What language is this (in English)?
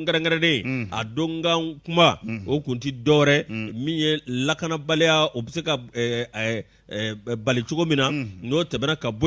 Bambara